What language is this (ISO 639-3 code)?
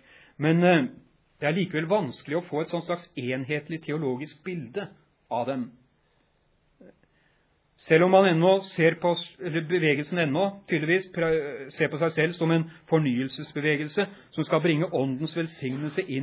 nor